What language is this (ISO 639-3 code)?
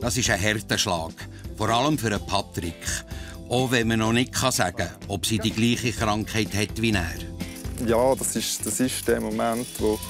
gsw